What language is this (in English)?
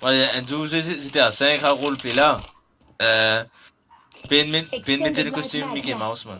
Morisyen